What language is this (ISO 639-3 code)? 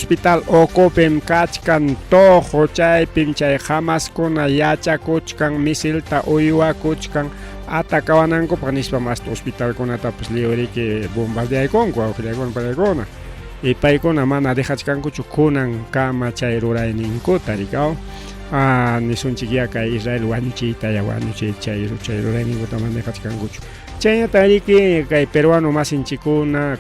quy